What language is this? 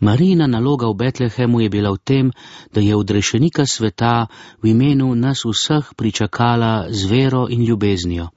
Slovenian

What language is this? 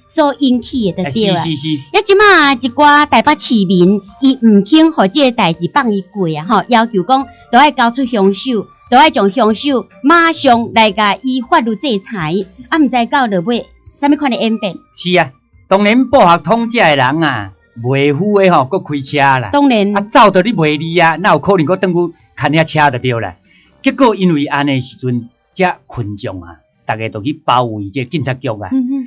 Min Nan Chinese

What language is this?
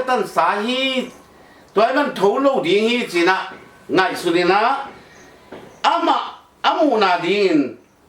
Tedim Chin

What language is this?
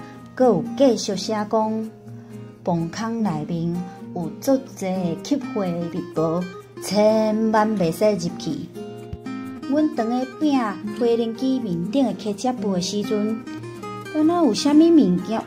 Min Nan Chinese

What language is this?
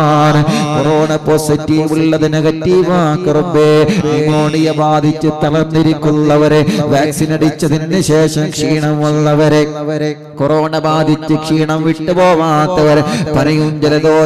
Malayalam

